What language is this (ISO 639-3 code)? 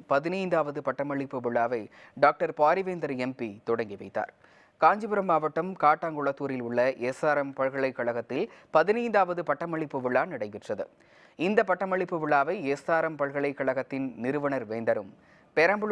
tam